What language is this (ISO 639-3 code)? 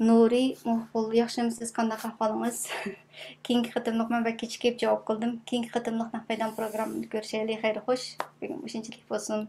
uig